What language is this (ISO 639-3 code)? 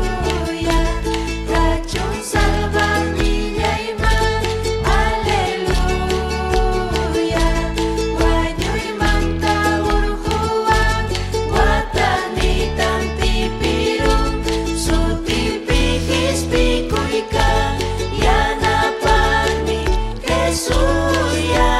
quy